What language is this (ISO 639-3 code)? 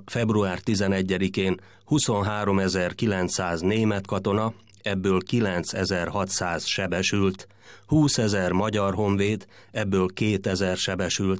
hun